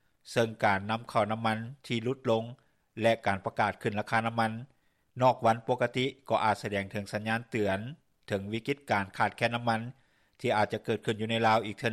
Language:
Lao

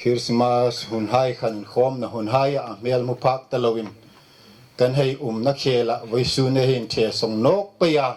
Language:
Hmar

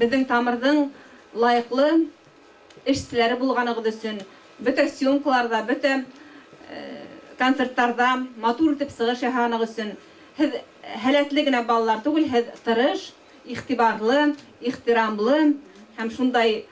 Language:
Bashkir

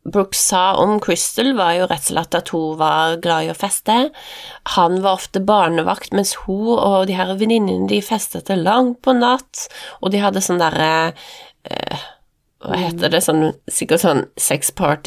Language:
Norwegian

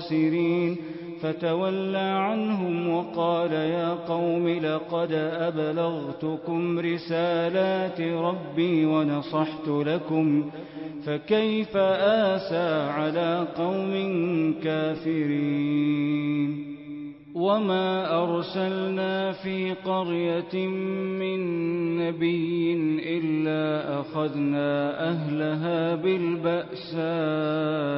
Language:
Arabic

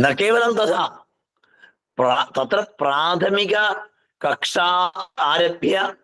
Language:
Sanskrit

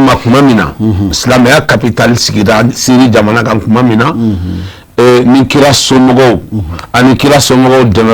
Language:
Bambara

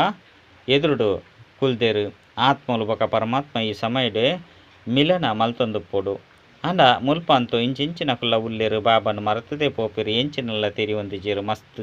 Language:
Tulu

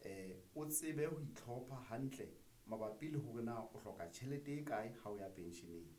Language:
Southern Sotho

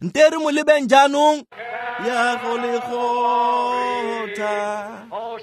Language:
Tswana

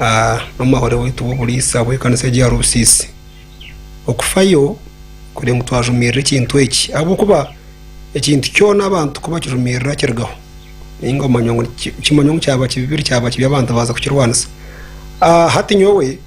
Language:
Nyankole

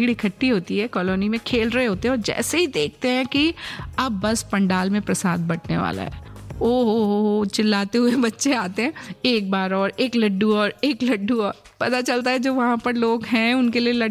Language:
Hindi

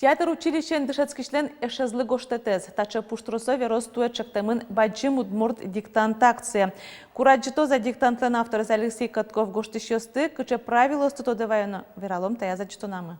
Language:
Udmurt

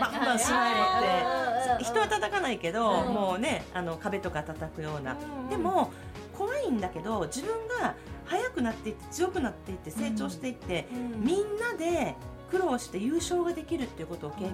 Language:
Japanese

